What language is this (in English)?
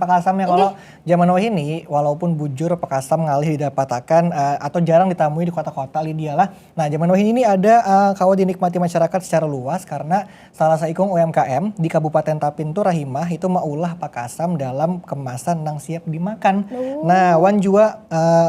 Banjar